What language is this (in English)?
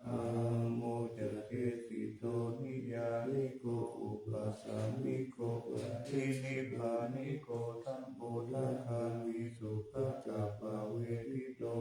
Pali